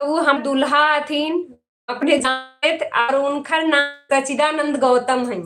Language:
Magahi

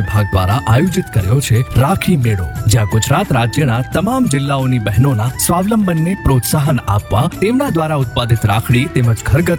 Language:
Gujarati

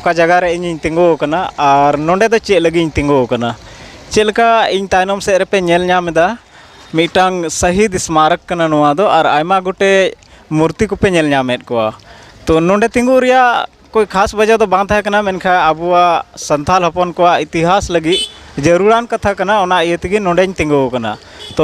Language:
Santali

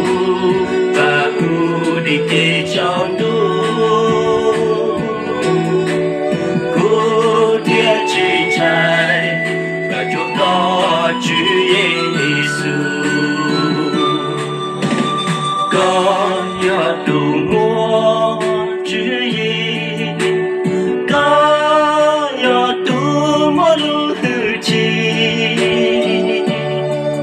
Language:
Vietnamese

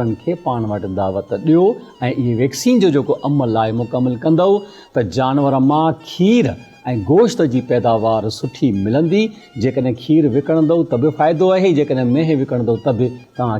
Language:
Sindhi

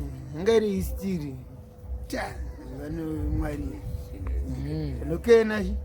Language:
Shona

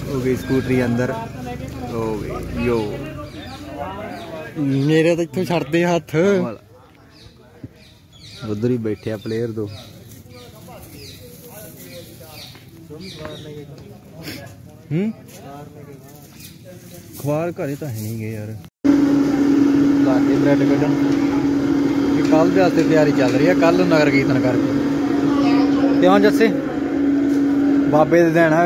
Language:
Punjabi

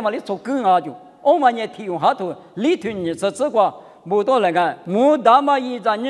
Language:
Lisu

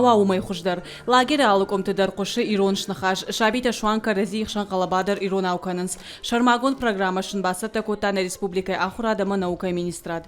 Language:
Ossetic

